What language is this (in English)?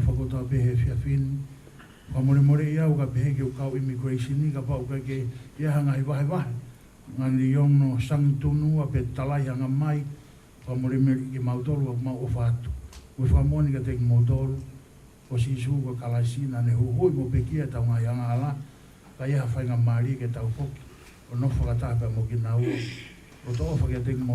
Tongan